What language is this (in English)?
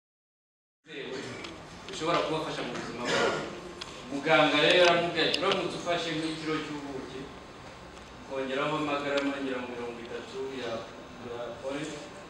Kinyarwanda